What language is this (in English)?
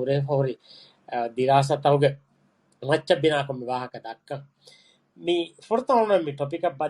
Divehi